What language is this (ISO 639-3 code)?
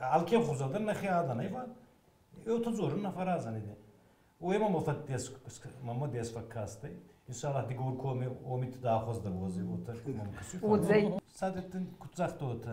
oss